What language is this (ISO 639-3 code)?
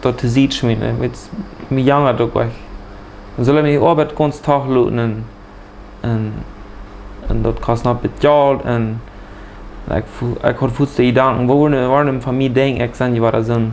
pdt